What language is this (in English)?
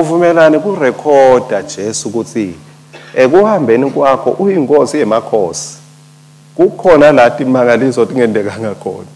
Swati